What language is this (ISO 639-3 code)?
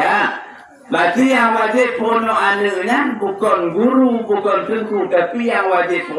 ace